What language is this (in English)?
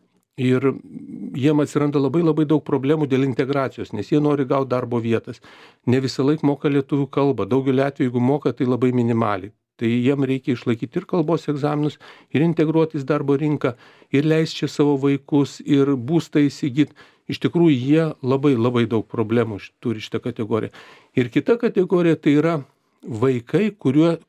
Lithuanian